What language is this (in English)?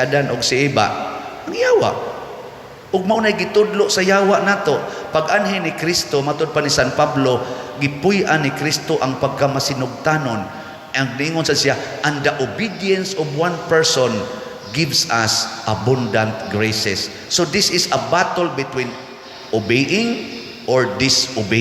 Cebuano